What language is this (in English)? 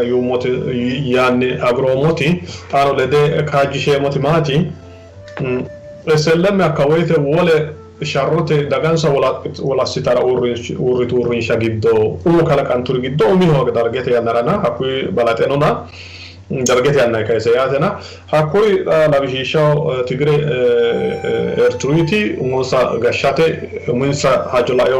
Sidamo